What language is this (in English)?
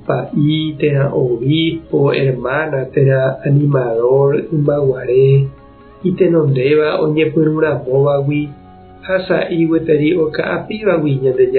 Guarani